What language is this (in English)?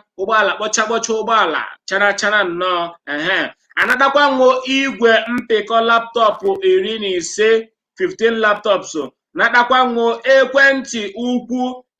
Igbo